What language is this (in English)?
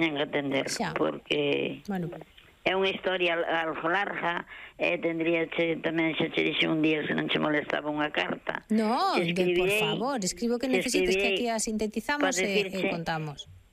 Galician